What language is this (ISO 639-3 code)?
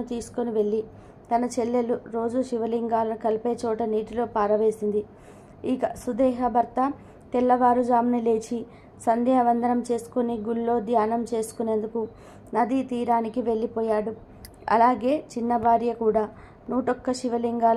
tel